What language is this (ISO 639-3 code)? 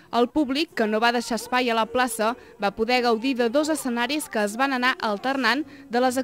cat